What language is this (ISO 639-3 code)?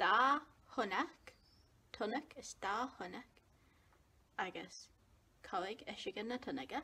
gla